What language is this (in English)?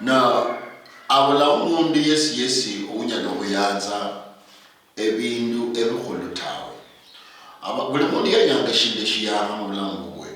Luyia